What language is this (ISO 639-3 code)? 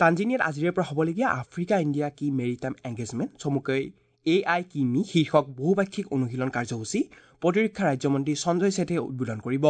asm